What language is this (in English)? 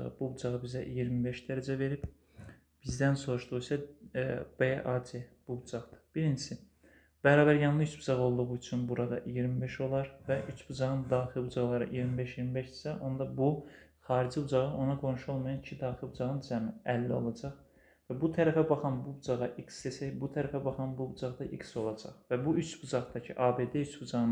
Azerbaijani